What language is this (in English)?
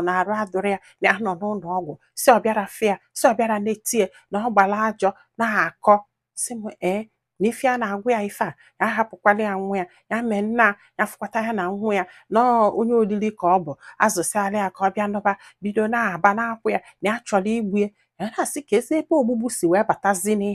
Igbo